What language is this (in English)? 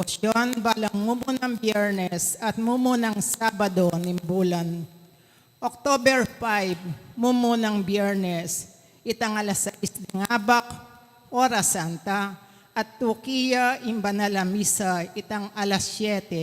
Pampanga